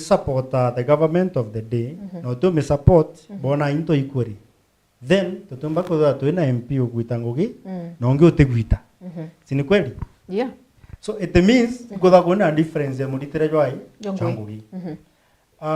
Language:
Meru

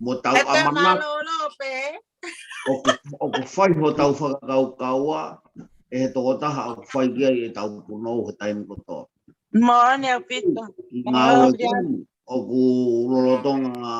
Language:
Tongan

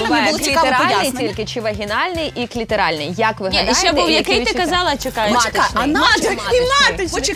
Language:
Ukrainian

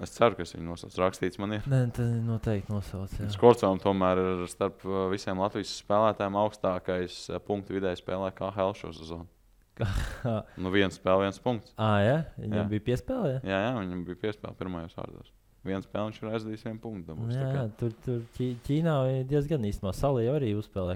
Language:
Latvian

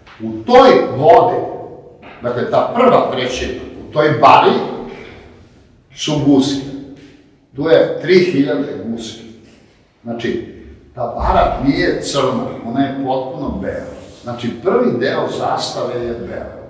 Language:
Serbian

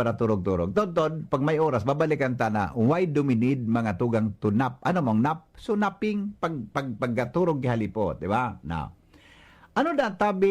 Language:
Bikol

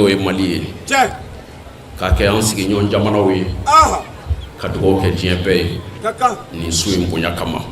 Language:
Bambara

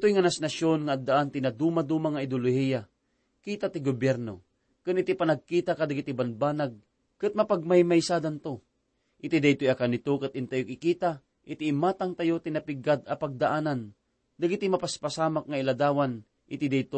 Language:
Iloko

